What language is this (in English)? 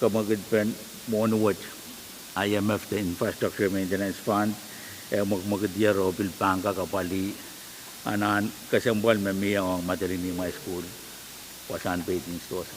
Pohnpeian